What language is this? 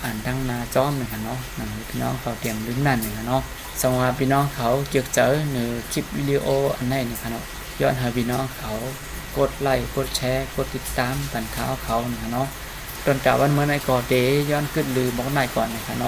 Shan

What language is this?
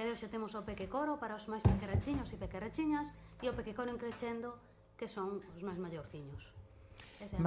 Galician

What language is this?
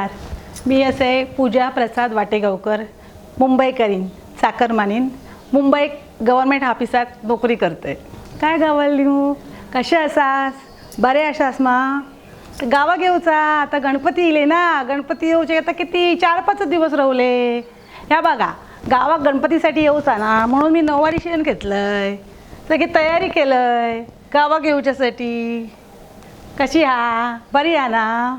Konkani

